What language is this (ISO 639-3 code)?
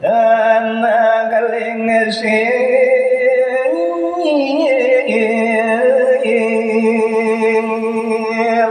ban